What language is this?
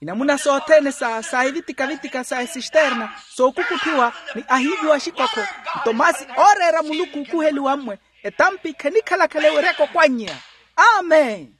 Makhuwa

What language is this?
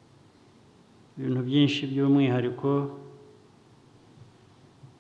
Kinyarwanda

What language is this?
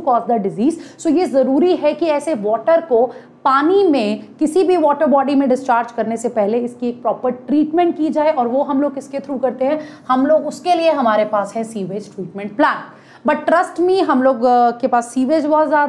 Hindi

